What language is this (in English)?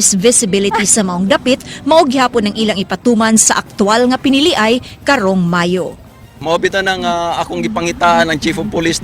Cebuano